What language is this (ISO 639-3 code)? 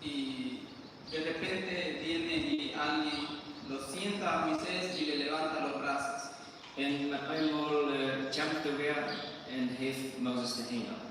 pdt